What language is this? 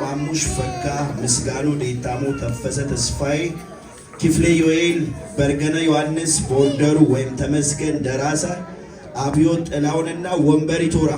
Amharic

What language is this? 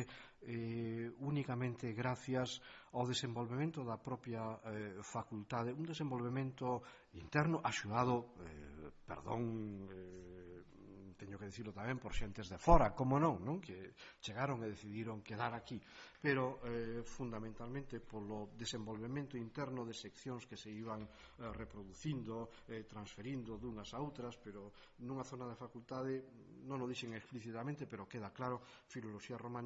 Galician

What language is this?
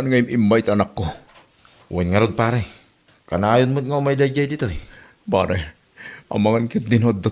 Iloko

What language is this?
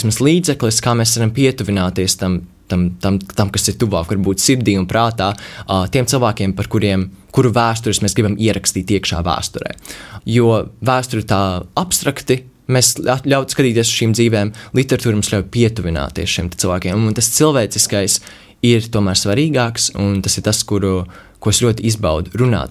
Latvian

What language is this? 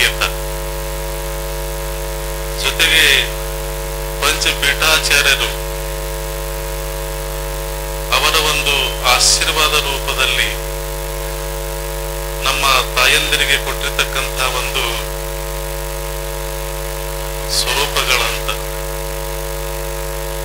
Kannada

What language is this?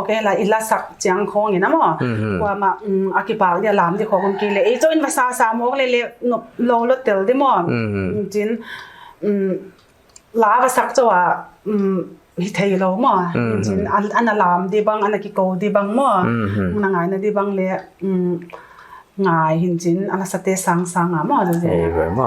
Paite Chin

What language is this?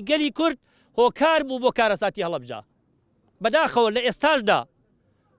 Central Kurdish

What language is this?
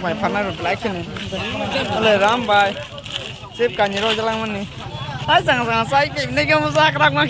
Kok Borok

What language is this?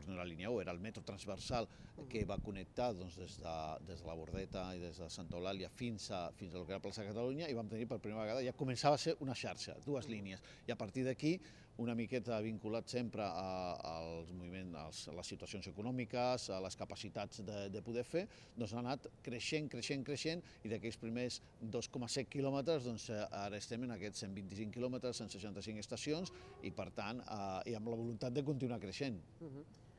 Catalan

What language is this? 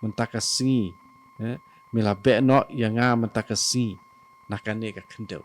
Khasi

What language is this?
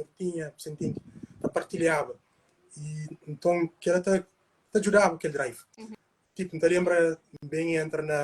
Kabuverdianu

